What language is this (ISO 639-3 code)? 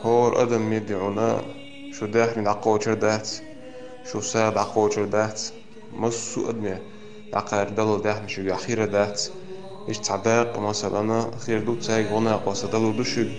che